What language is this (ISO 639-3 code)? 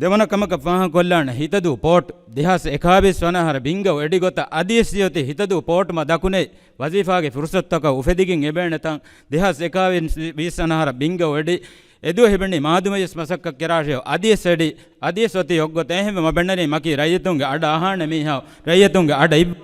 div